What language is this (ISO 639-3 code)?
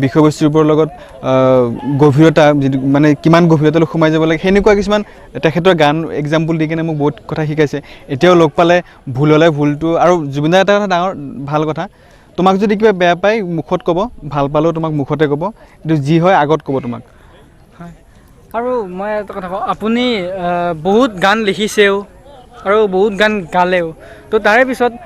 asm